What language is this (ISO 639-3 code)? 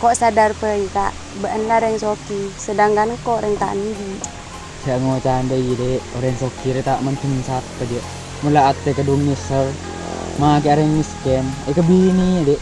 mad